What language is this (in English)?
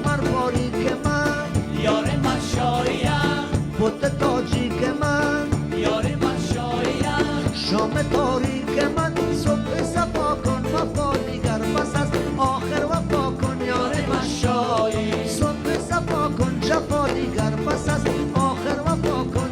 Persian